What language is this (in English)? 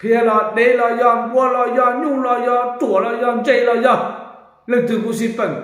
Hmong